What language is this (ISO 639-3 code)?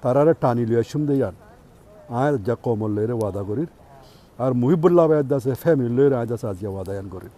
rhg